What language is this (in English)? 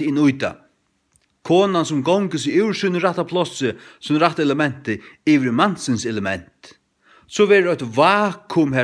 Faroese